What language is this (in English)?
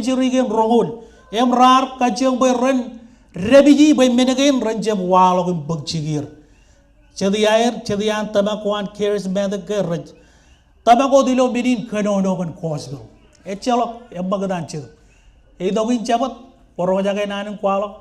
Marshallese